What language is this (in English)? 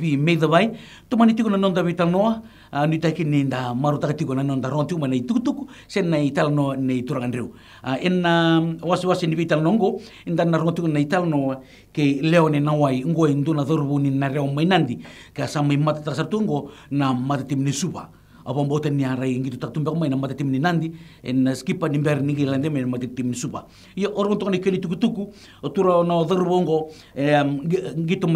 Fijian